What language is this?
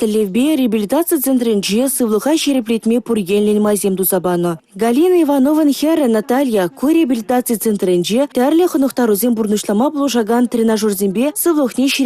Chuvash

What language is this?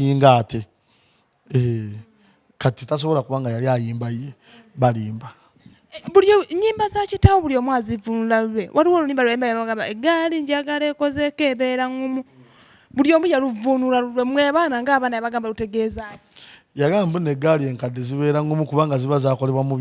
Ganda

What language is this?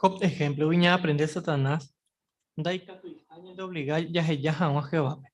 Guarani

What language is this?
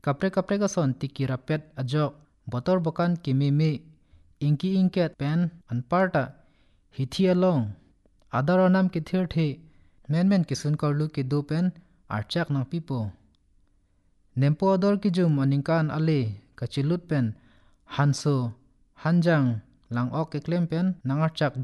Karbi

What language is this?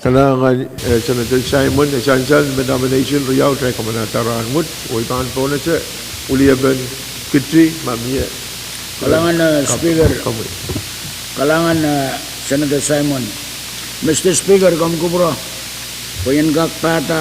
Pohnpeian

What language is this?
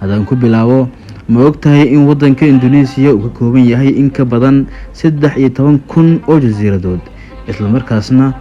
Somali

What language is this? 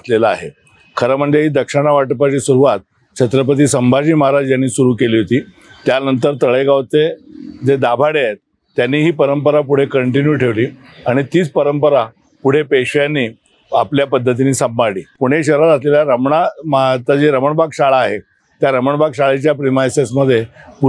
Marathi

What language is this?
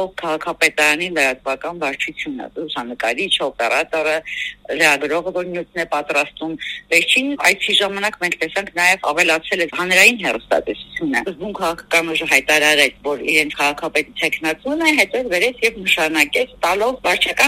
Armenian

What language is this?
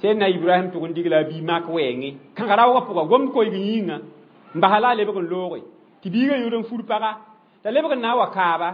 Mossi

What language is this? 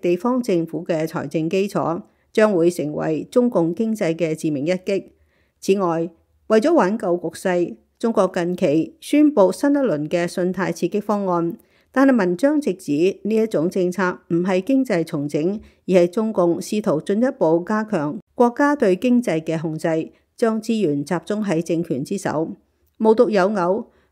Cantonese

